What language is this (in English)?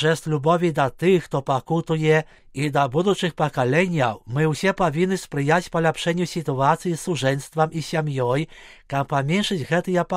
Belarusian